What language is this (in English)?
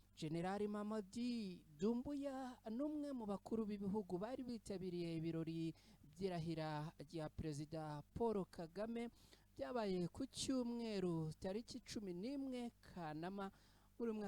Kinyarwanda